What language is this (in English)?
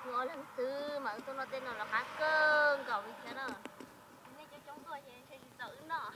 Hmong